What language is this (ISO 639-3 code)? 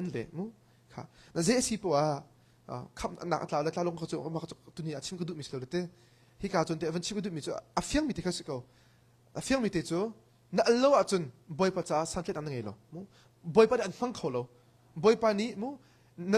cnh